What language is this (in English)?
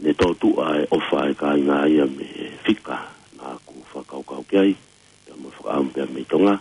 Tongan